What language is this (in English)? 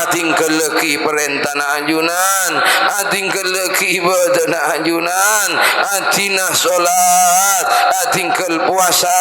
Madurese